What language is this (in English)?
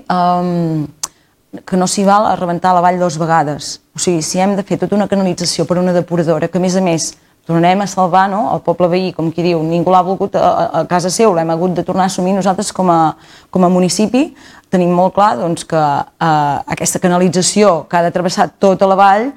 Catalan